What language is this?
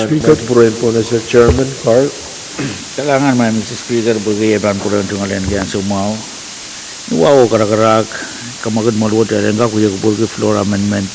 Pohnpeian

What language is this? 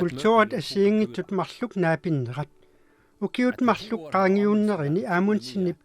Kalaallisut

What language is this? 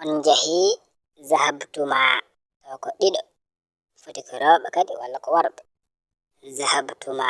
Fula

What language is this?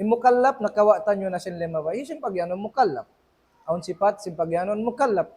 Tausug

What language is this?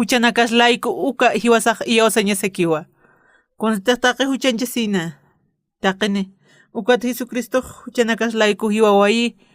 Aymara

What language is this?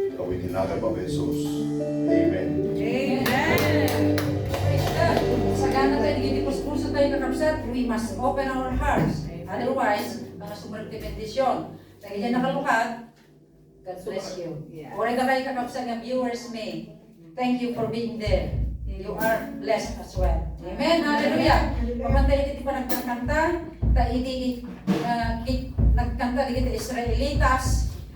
Iloko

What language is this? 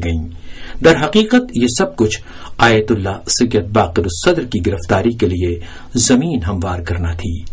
Urdu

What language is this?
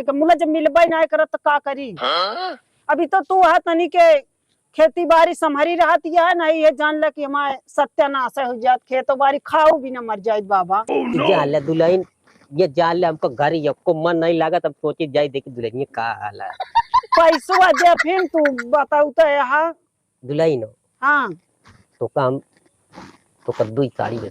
Awadhi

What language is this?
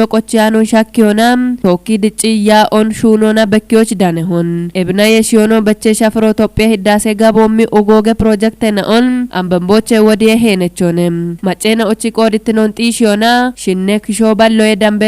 Kafa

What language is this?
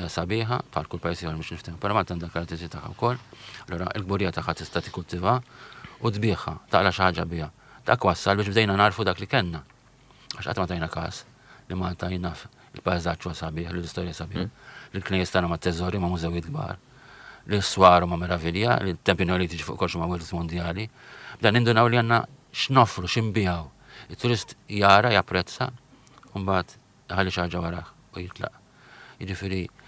Maltese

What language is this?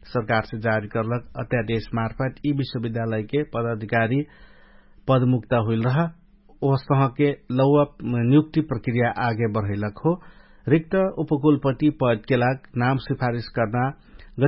Dangaura Tharu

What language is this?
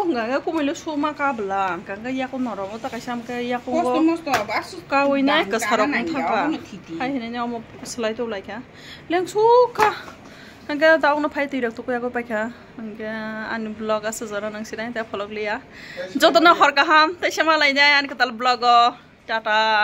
Kok Borok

